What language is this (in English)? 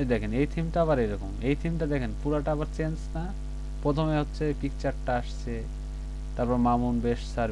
Bangla